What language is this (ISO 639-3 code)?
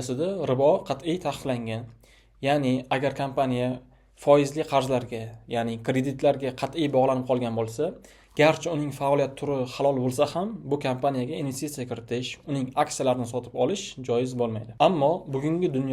uzb